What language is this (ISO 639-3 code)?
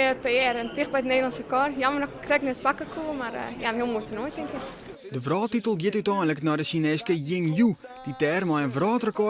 fry